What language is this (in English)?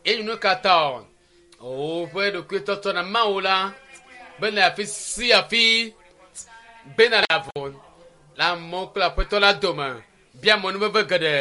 Ewe